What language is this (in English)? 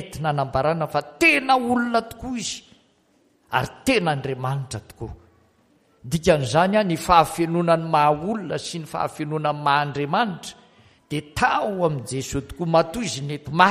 Malagasy